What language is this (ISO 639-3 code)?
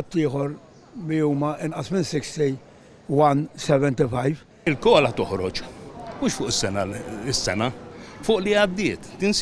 mlt